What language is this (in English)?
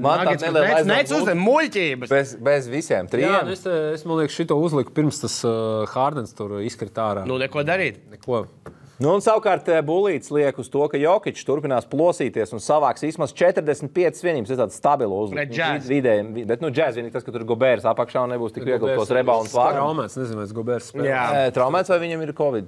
Latvian